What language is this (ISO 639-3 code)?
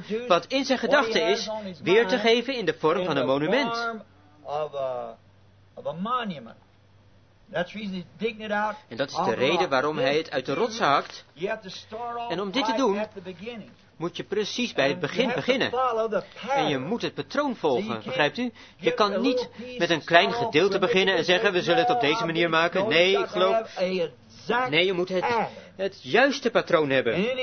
nld